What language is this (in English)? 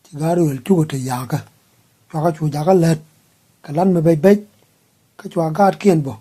Nuer